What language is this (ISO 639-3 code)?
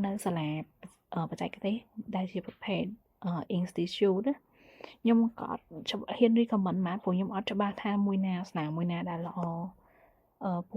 khm